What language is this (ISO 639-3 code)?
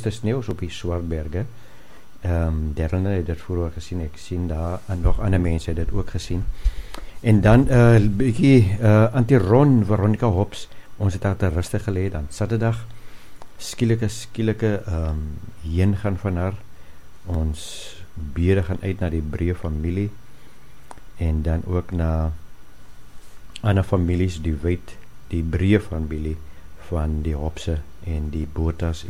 afr